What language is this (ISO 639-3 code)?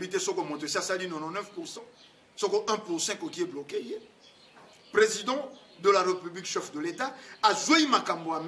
lin